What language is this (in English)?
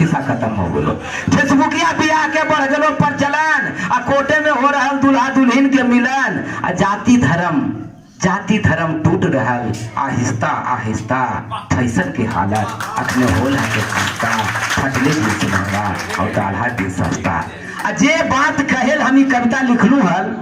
Magahi